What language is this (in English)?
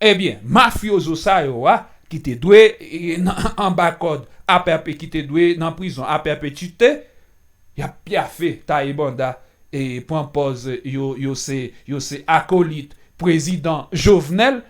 Haitian Creole